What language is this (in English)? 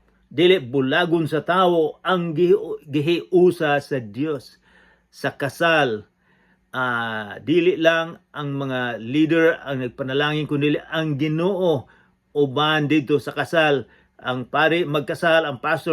Cebuano